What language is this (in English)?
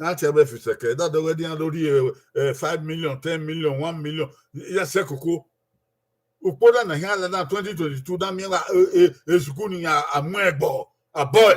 Bini